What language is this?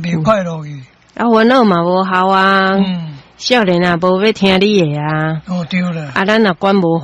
Min Nan Chinese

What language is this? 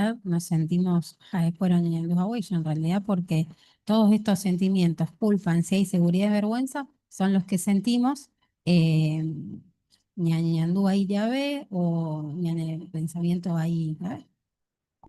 Guarani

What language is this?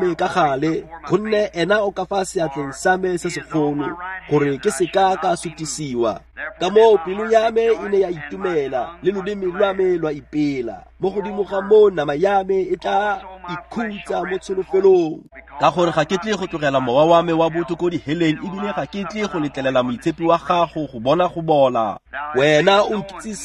Tswana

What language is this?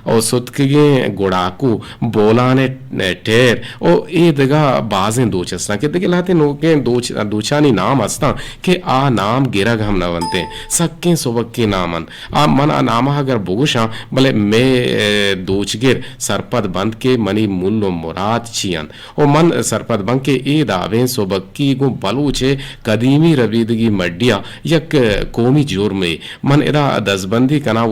Eastern Balochi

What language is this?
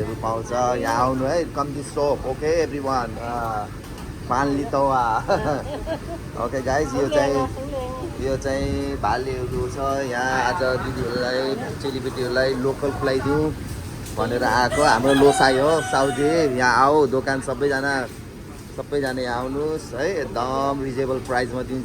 Nepali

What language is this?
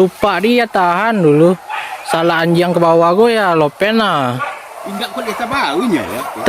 Minangkabau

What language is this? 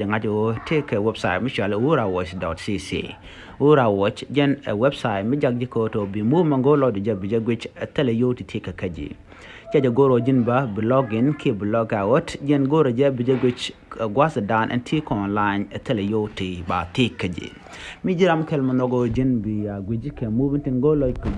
Nuer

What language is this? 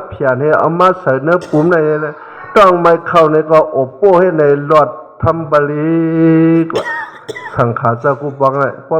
Shan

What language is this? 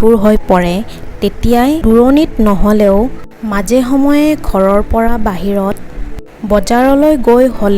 Assamese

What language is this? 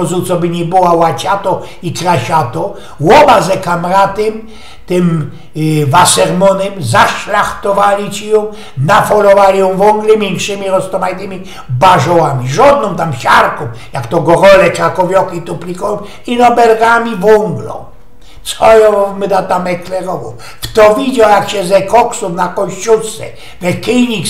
Silesian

